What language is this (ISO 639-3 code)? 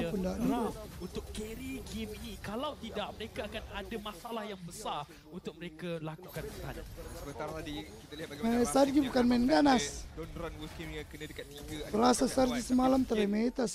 msa